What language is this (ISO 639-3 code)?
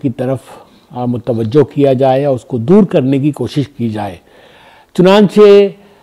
urd